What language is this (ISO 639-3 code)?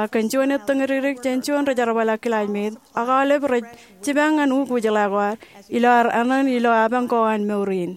mah